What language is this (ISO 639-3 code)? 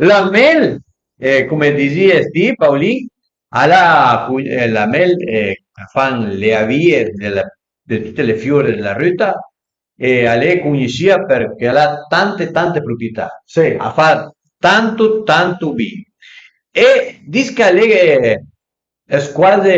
pms